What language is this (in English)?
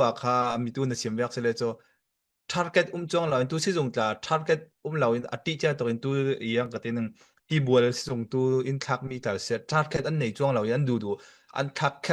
Falam Chin